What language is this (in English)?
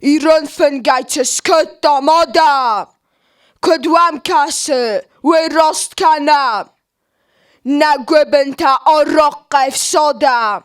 Ossetic